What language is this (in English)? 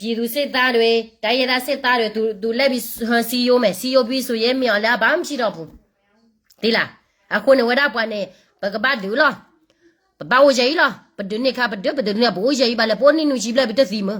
S'gaw Karen